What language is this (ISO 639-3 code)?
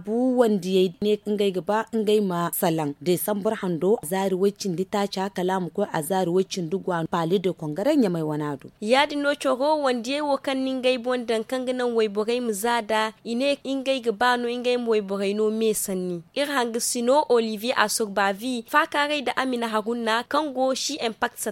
dje